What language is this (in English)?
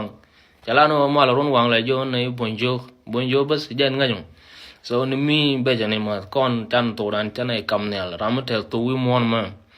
Nuer